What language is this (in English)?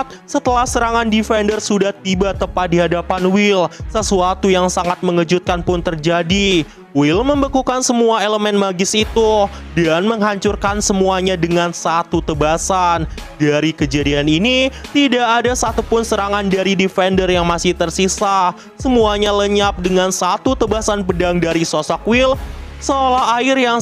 Indonesian